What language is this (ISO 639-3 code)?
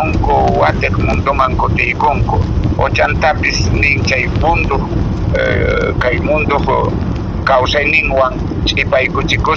que